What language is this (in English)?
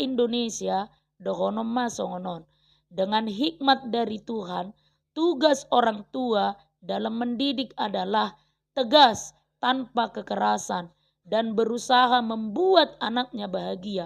Batak Toba